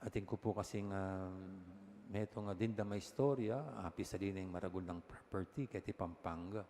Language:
Pampanga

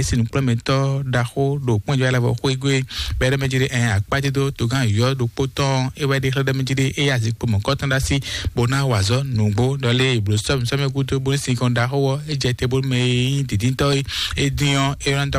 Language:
Fon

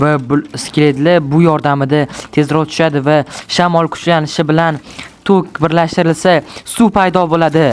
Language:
Uzbek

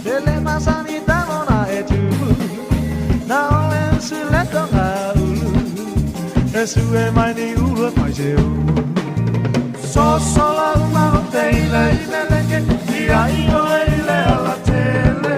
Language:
Samoan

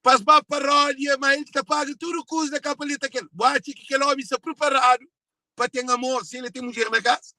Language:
Kabuverdianu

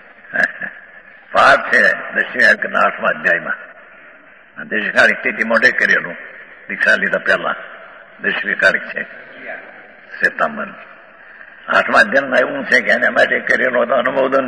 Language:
Gujarati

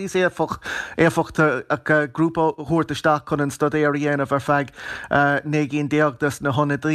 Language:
Irish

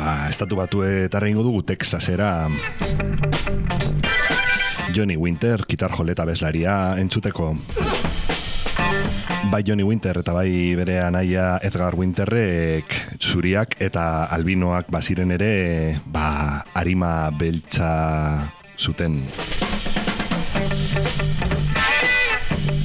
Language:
Basque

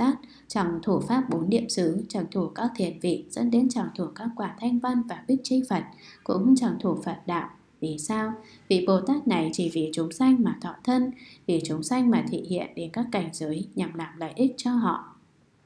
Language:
Vietnamese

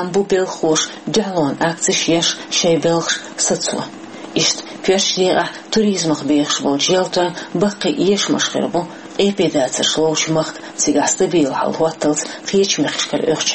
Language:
Chechen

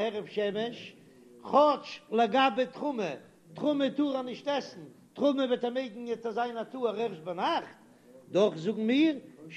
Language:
Yiddish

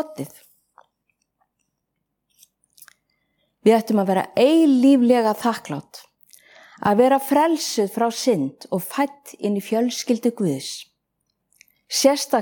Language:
Icelandic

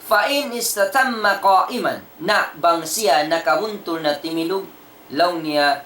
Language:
Tausug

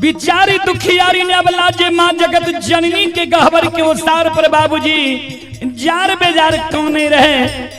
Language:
Maithili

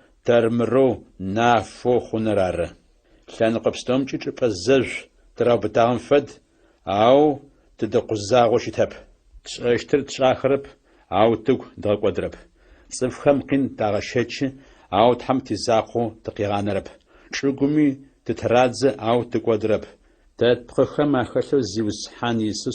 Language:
Adyghe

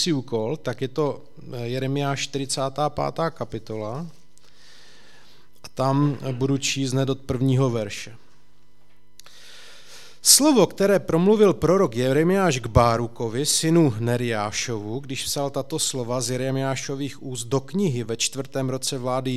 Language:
Czech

